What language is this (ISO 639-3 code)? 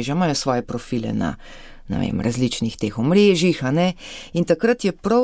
slv